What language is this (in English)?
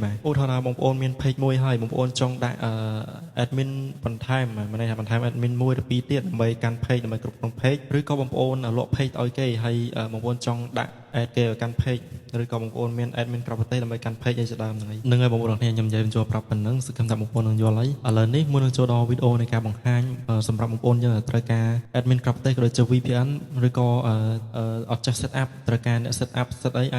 Khmer